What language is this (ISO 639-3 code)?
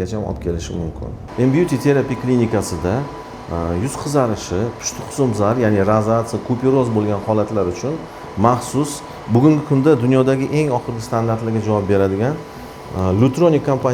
uzb